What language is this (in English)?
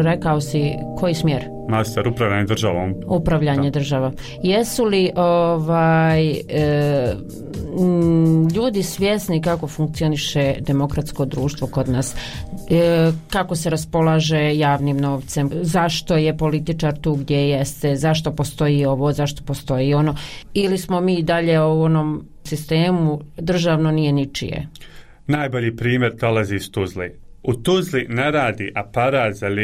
Bosnian